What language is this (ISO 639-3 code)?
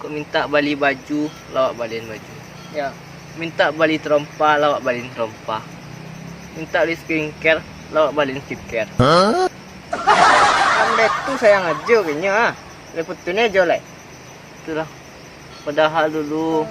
min